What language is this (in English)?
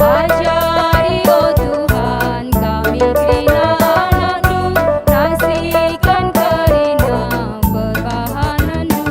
Batak Karo